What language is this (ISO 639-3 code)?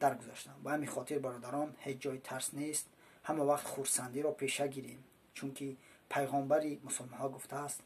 tgk